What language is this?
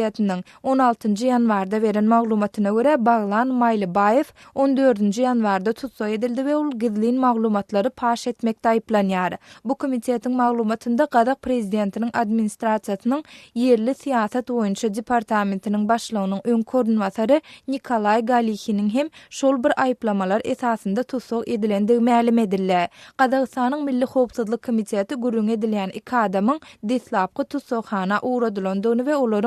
Turkmen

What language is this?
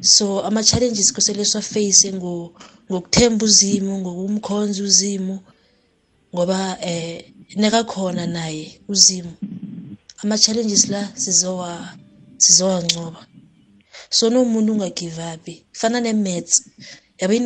South Ndebele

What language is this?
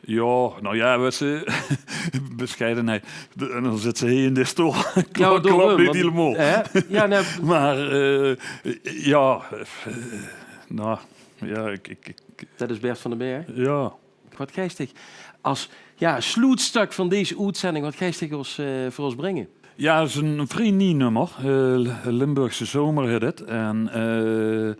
Limburgish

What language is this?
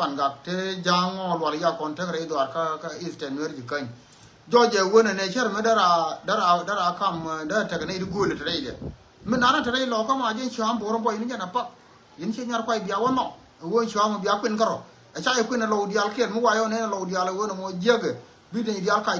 Nuer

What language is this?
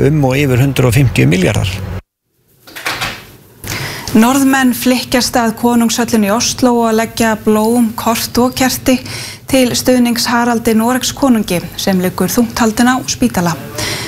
Icelandic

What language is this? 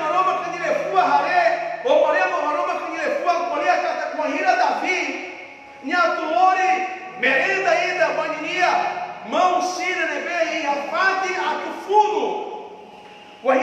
Tetum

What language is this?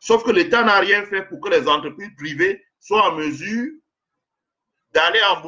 French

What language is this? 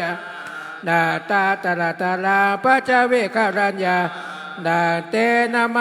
Pali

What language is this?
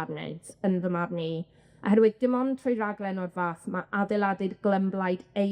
Welsh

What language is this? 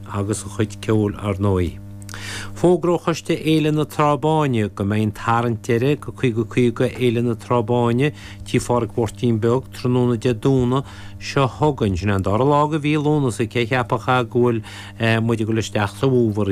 Irish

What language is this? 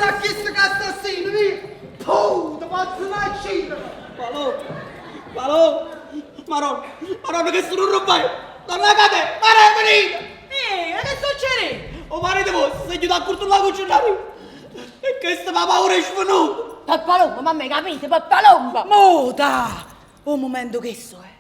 Neapolitan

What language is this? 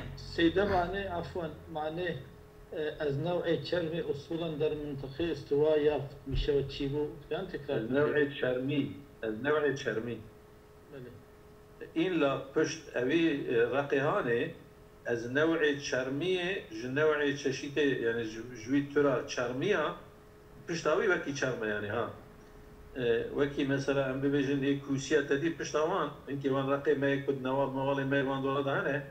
Kurdish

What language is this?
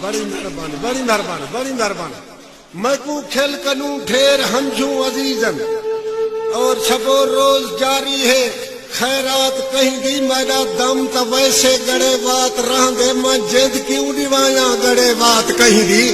Saraiki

